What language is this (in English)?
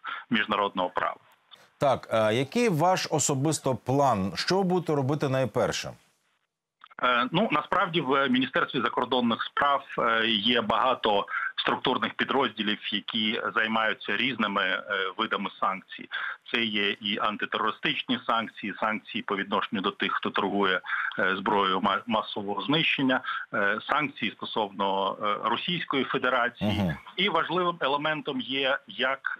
Ukrainian